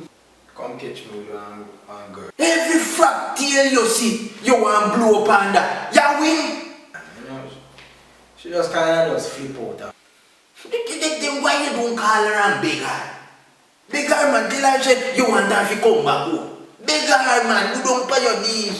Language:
Jamaican Creole English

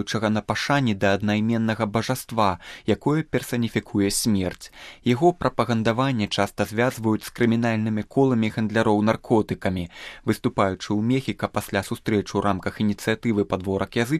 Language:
Belarusian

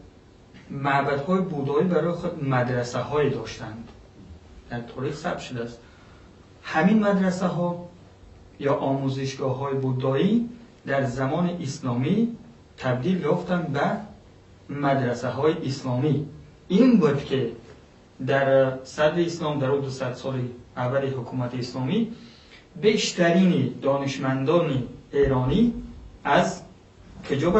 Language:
Persian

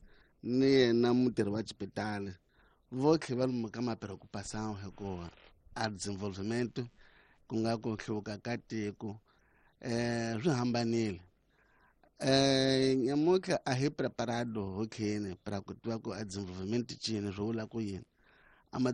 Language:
Tsonga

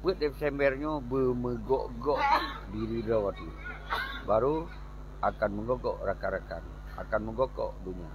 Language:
Achinese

